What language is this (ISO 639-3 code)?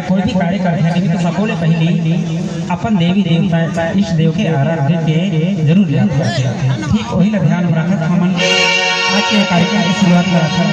hne